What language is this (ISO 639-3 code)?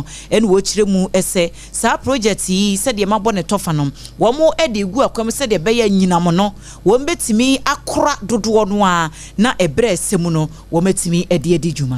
aka